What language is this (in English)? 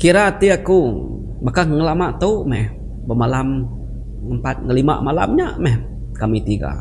Iban